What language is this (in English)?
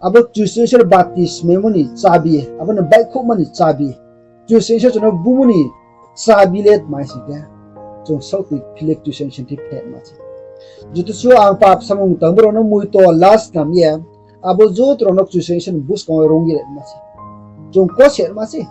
Riang (India)